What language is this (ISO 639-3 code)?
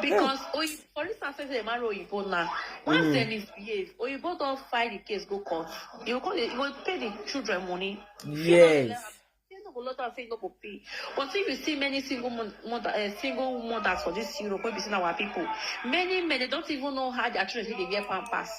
pcm